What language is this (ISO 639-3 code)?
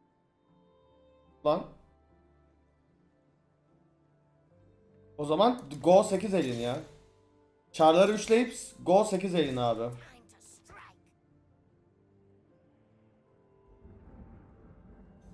tur